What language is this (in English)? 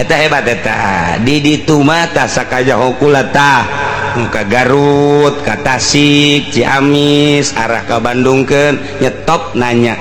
Sundanese